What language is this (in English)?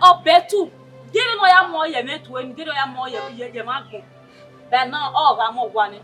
Bini